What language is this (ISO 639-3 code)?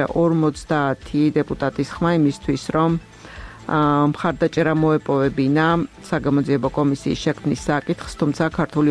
kat